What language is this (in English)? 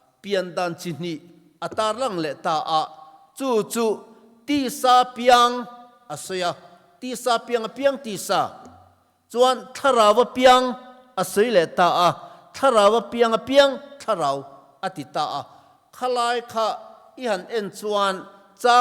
Mizo